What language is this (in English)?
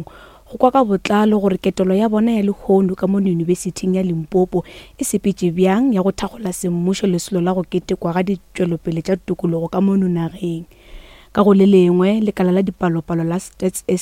Northern Sotho